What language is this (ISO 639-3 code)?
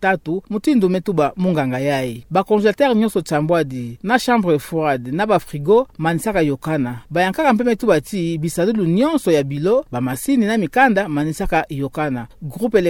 ktu